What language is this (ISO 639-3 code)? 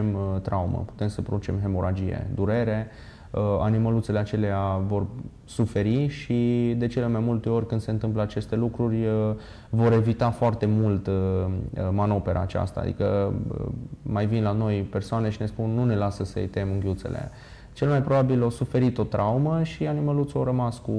ron